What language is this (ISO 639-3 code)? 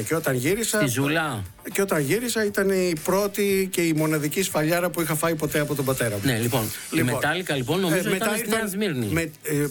ell